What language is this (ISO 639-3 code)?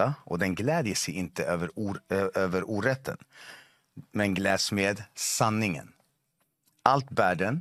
swe